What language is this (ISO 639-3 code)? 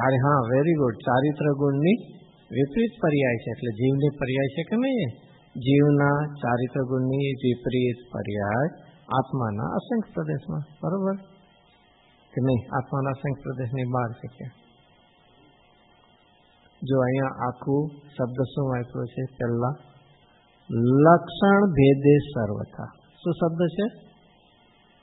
guj